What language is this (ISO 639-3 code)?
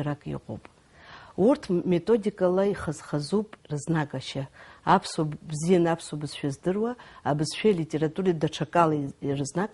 abk